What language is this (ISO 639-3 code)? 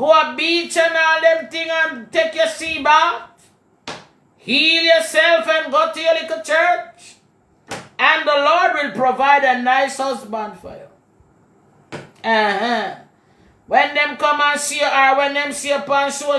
jam